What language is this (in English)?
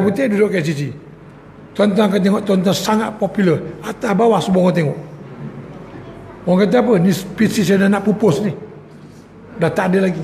Malay